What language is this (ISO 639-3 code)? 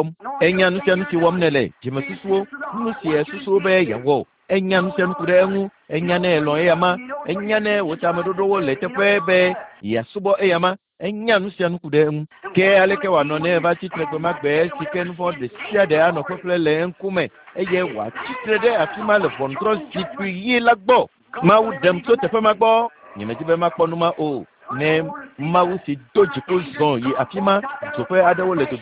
ewe